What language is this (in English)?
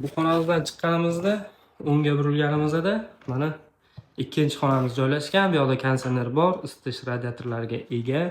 Uzbek